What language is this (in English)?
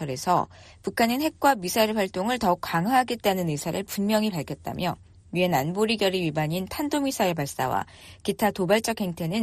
Korean